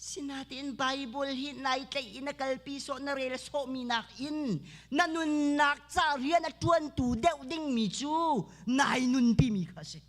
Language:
Hakha Chin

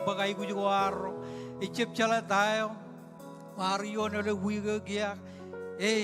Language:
Marshallese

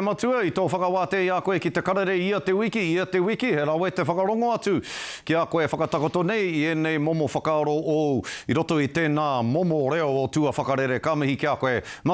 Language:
Māori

